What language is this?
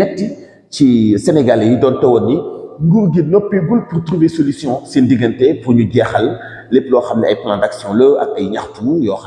Wolof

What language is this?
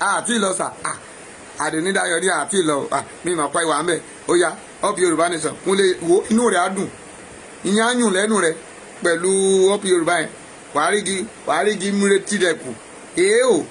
Yoruba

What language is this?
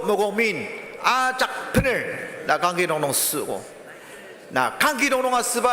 Ao Naga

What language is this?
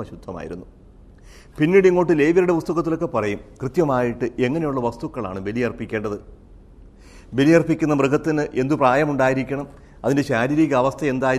Malayalam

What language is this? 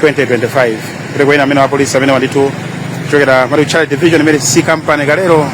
Nyanja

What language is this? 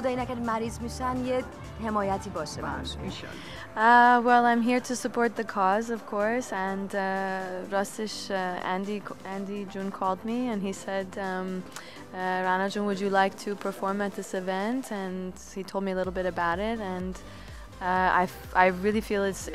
Persian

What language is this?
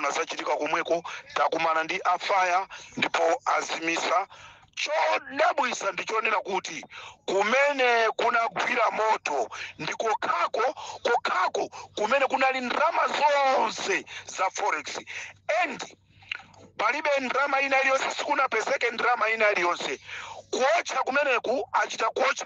Nyanja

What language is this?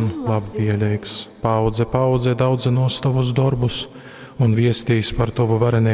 Latgalian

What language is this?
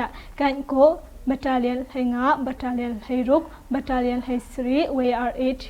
Hakha Chin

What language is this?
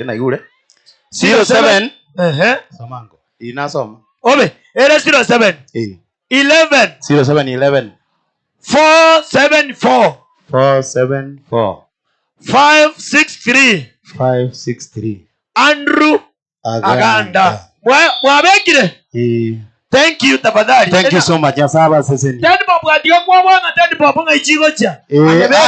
Gusii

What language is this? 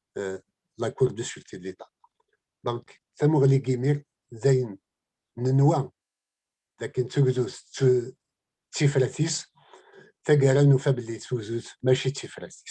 Kabyle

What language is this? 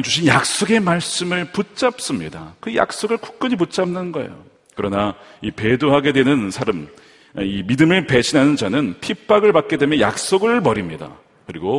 Korean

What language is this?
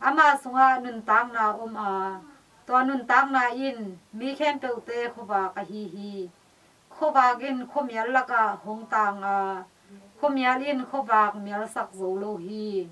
Tedim Chin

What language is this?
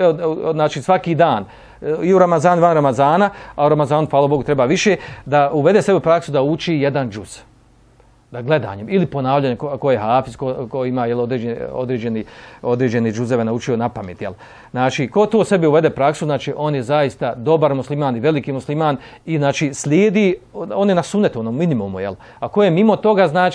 Bosnian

